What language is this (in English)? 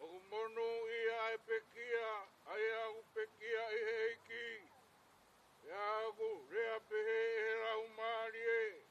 Tongan